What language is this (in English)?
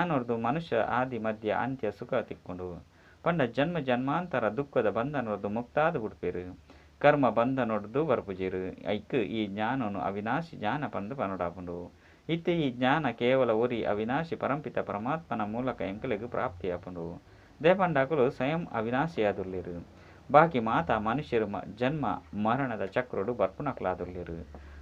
Tulu